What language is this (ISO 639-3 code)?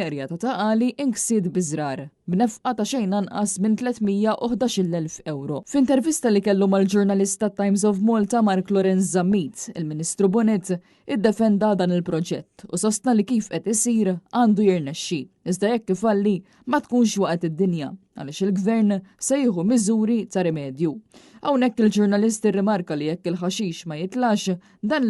mlt